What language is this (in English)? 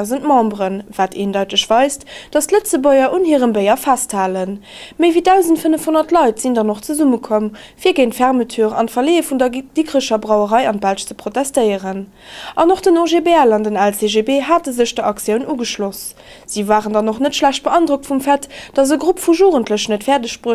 Luxembourgish